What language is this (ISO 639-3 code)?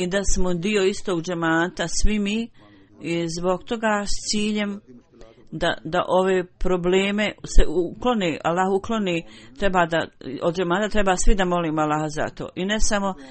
bos